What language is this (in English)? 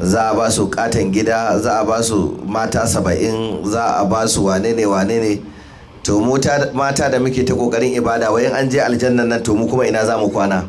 Hausa